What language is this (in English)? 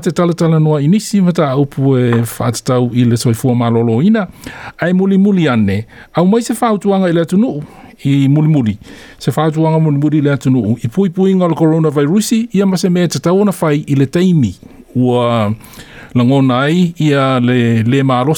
Samoan